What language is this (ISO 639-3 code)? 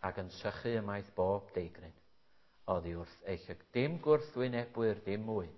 cym